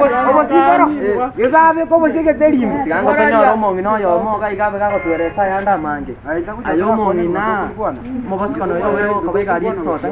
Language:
Gusii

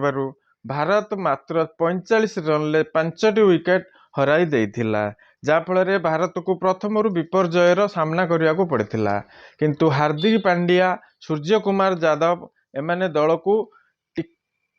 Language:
Odia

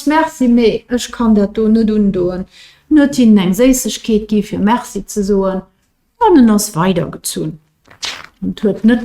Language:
Luxembourgish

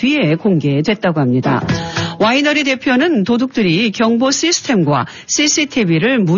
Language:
Korean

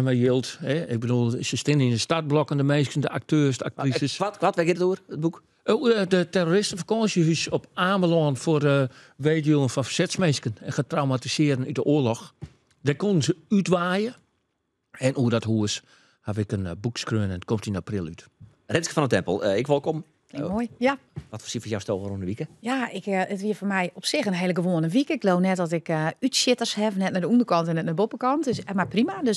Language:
Western Frisian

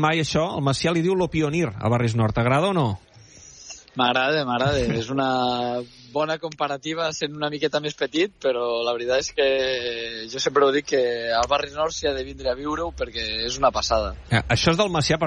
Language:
Catalan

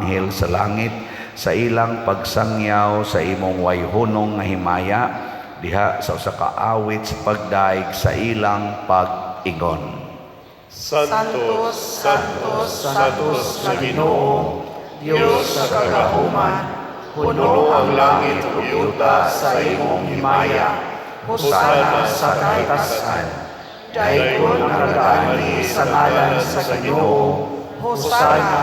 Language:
Cebuano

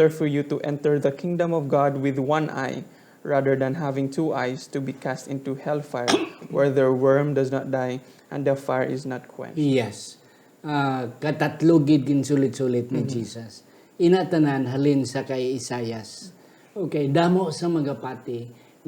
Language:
Hiligaynon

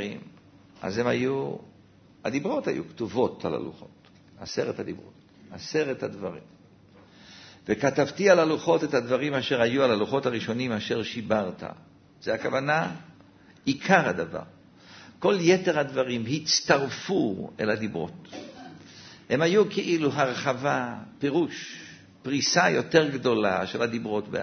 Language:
Hebrew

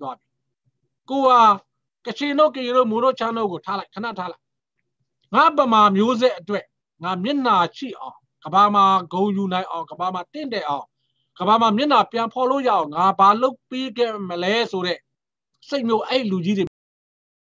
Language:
Burmese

